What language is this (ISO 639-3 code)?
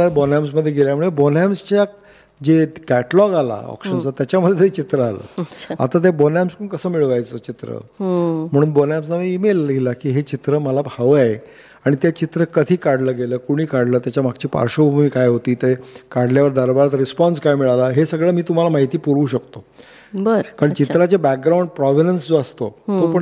mar